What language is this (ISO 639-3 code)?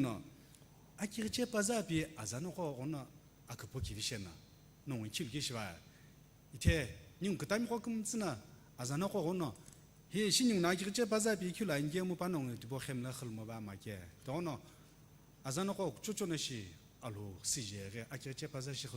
nsm